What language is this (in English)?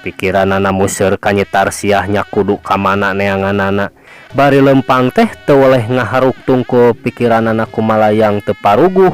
Sundanese